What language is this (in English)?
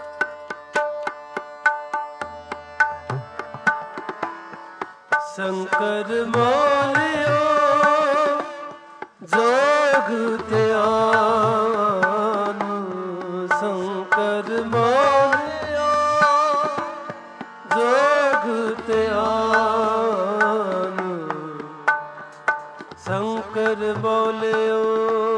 Punjabi